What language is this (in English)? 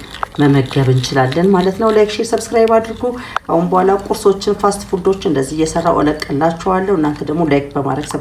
Amharic